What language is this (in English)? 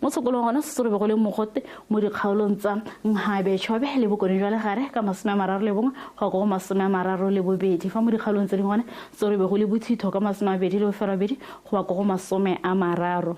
Tswana